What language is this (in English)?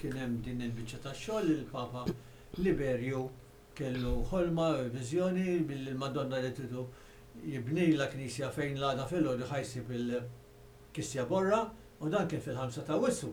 Maltese